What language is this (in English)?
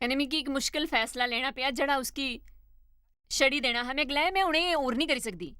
Dogri